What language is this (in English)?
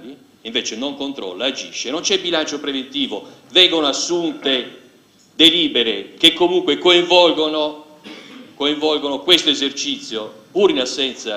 Italian